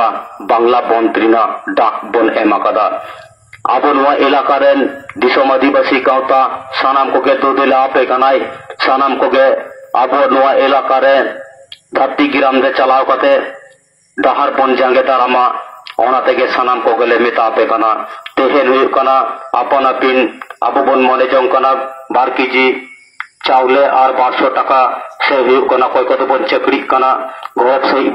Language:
Santali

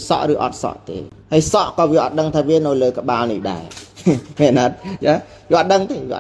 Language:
Khmer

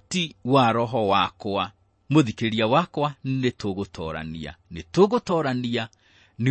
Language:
Kikuyu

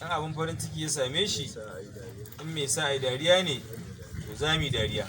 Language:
Hausa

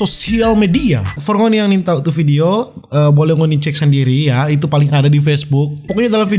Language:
Manado Malay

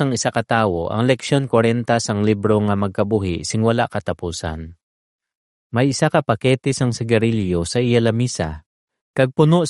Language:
Hiligaynon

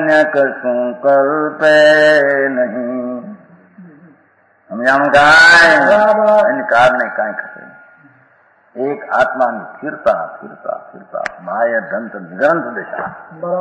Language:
Gujarati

